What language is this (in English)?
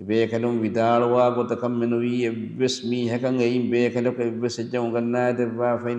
Divehi